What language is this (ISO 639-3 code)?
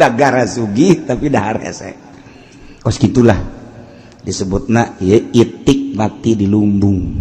sun